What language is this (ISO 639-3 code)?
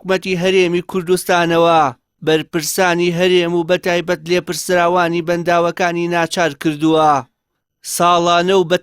ckb